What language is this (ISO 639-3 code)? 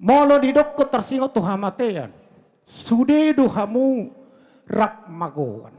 bbc